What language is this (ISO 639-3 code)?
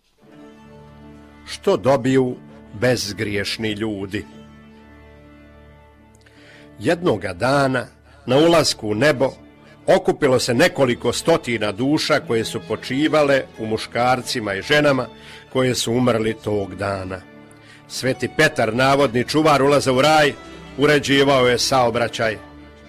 hrv